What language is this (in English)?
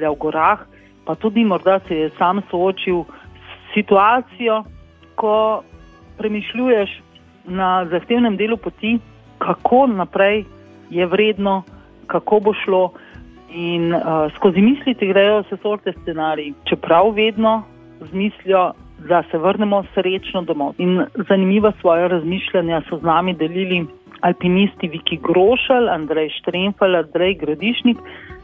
Slovenian